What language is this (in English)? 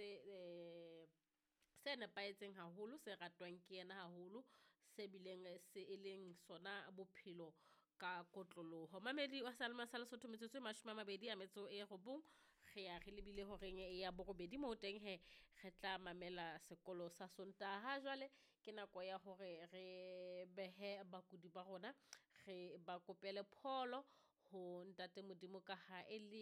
Southern Sotho